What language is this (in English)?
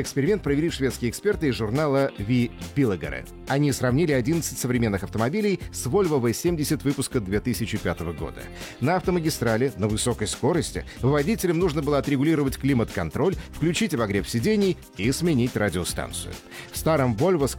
Russian